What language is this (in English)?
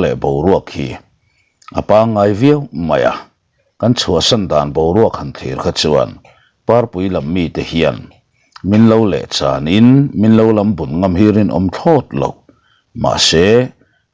Mizo